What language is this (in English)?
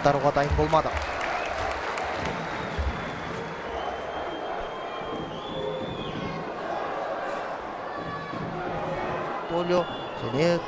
Kazakh